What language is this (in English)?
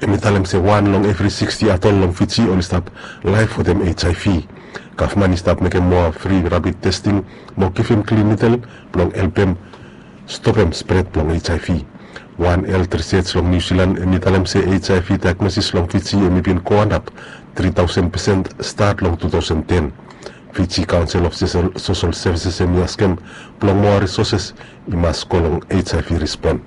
Bislama